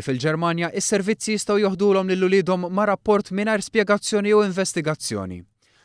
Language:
Maltese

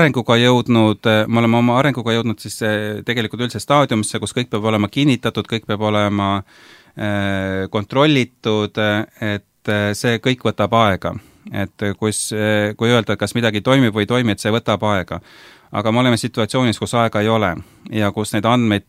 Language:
Estonian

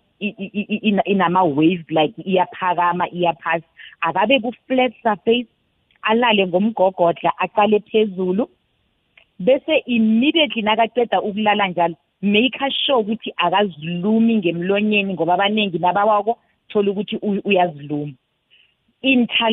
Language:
South Ndebele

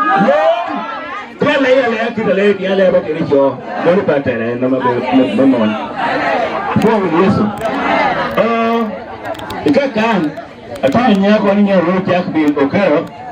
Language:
Lango (Uganda)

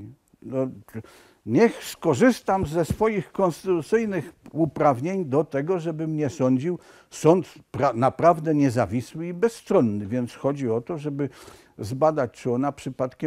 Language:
Polish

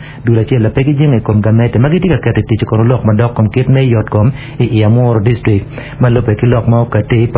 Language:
Acoli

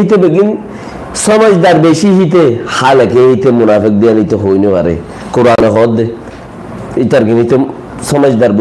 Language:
Rohingya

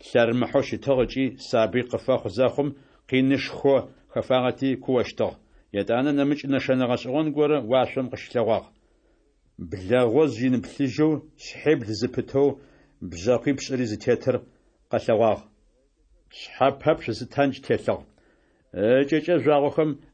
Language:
Adyghe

